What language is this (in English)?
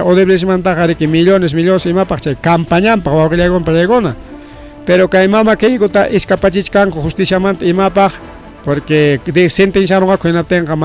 Ayacucho Quechua